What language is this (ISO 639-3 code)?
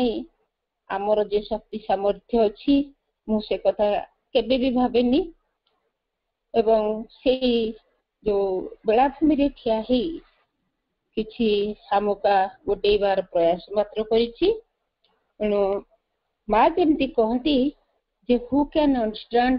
ori